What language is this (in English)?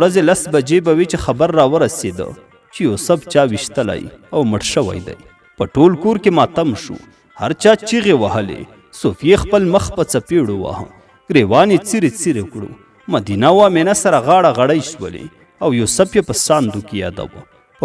Pashto